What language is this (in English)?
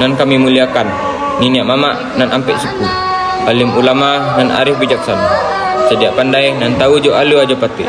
Minangkabau